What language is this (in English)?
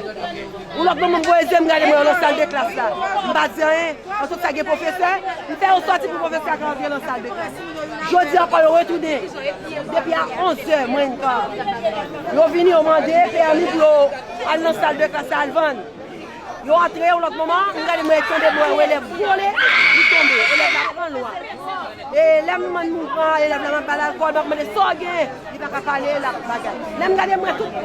Haitian Creole